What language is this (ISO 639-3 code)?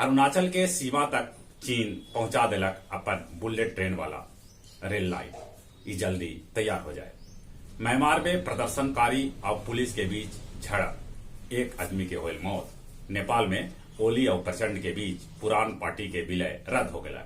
mag